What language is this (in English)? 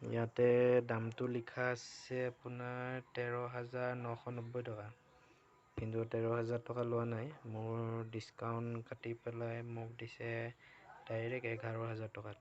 Assamese